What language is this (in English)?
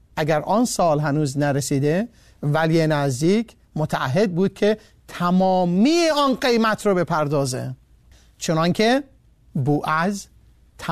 Persian